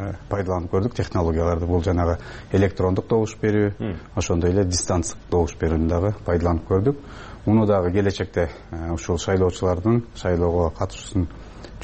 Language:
Kyrgyz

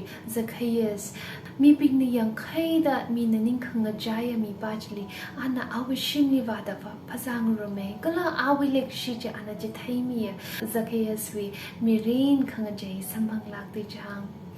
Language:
Tangkhul Naga (India)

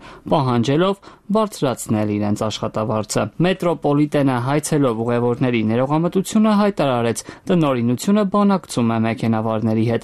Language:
Armenian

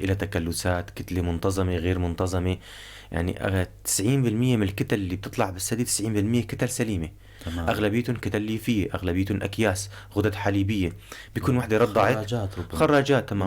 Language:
North Levantine Arabic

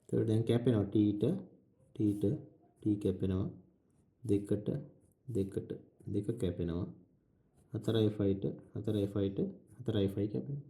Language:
Sinhala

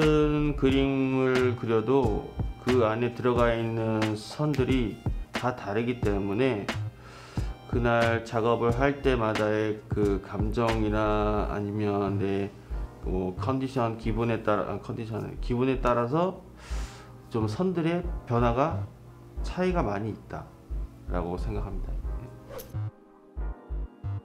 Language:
Korean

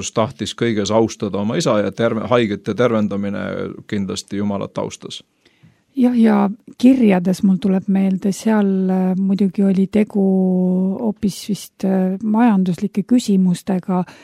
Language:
Estonian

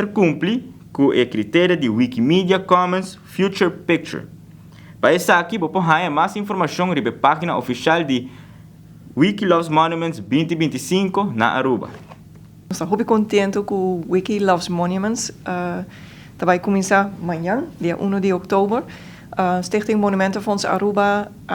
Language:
Papiamento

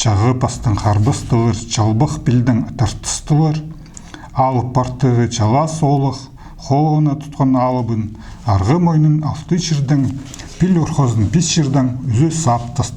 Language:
Khakas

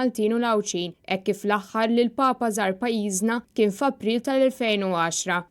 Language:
Maltese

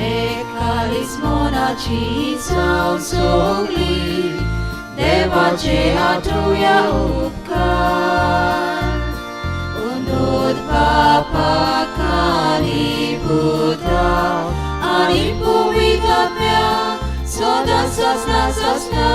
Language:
Konkani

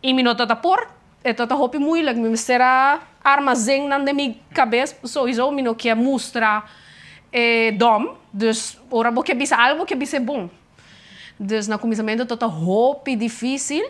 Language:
Papiamento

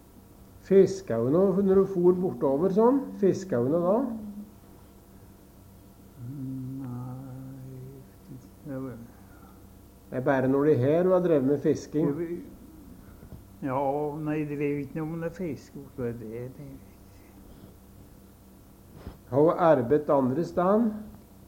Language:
Norwegian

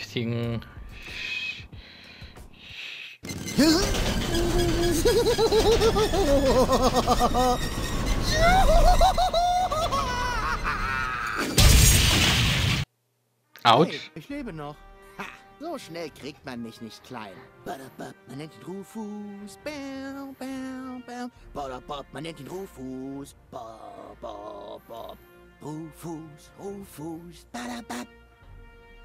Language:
German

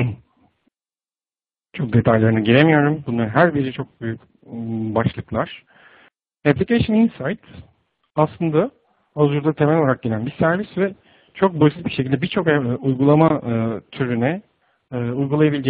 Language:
Turkish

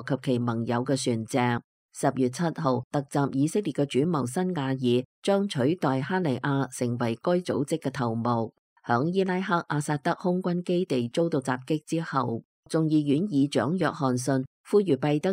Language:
Cantonese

